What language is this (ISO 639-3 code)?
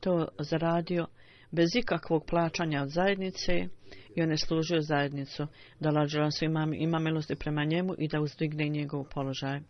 bos